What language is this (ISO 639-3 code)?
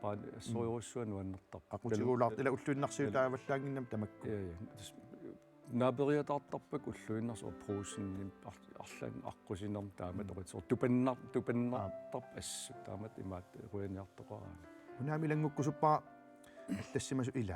kal